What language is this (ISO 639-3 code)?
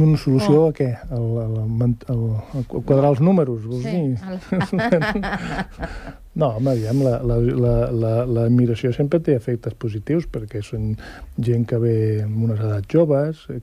cat